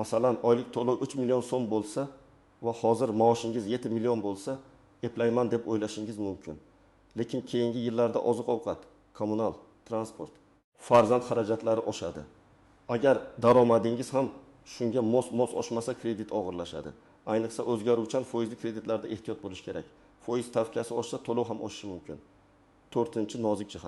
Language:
Uzbek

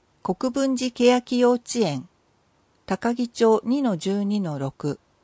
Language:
Japanese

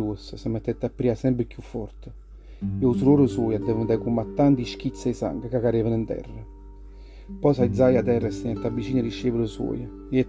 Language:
Neapolitan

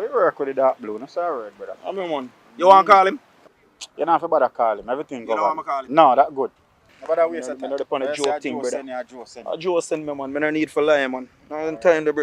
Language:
Jamaican Creole English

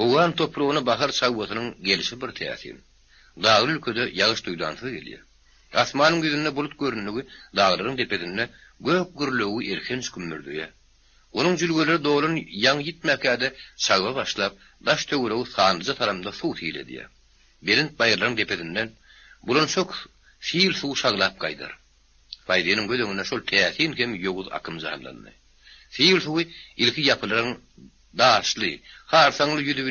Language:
Turkmen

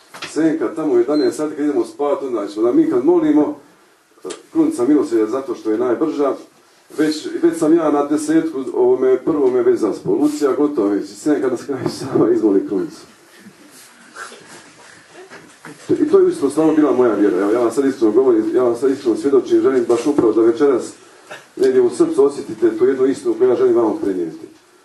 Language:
Croatian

